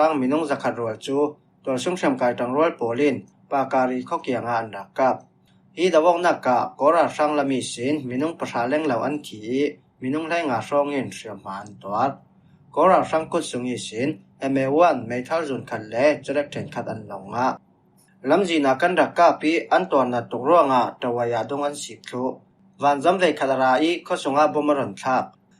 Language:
Falam Chin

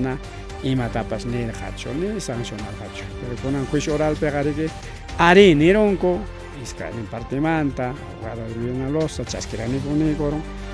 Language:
Ayacucho Quechua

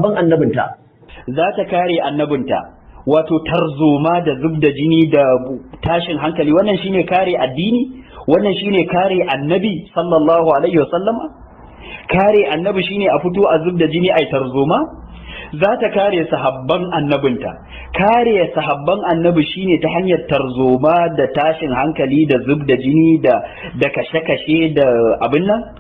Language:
Hausa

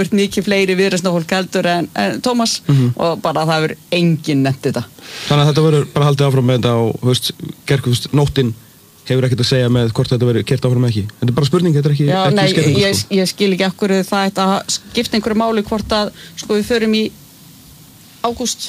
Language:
Icelandic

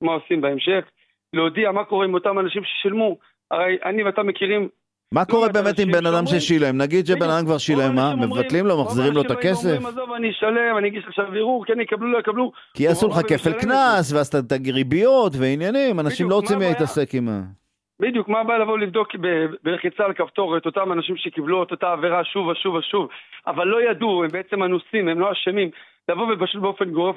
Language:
Hebrew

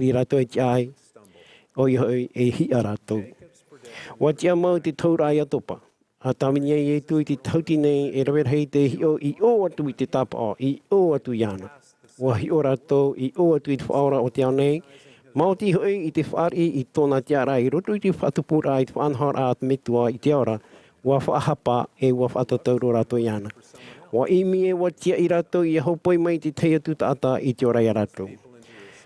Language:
Tahitian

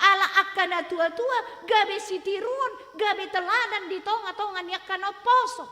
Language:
Batak Toba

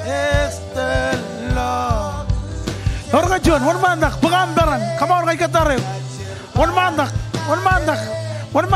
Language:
Marshallese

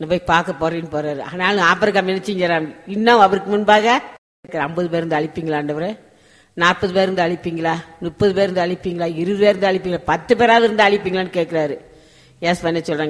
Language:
Tamil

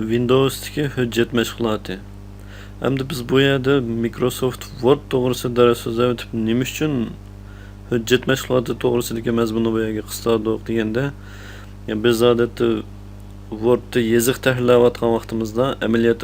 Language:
Uyghur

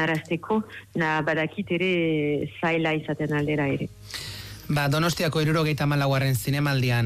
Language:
Basque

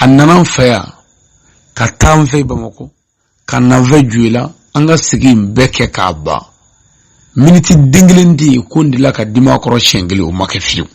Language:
Bambara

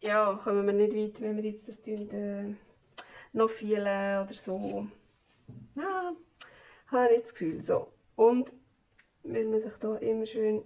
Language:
Swiss German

